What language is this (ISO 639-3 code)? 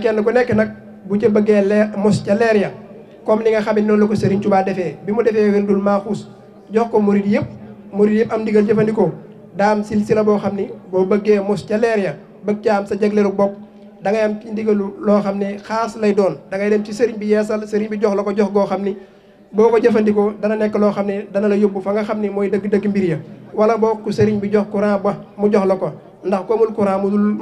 wol